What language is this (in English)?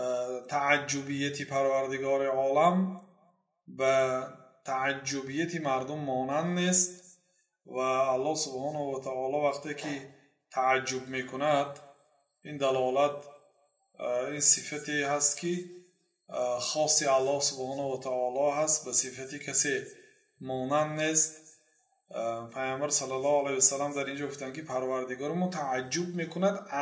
Persian